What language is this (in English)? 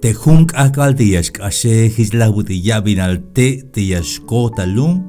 Tzeltal